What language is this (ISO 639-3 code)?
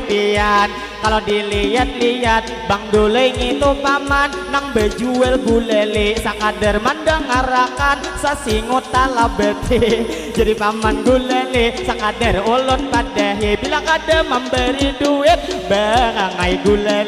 bjn